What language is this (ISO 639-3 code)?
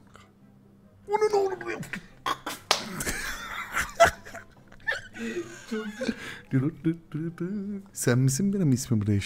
tur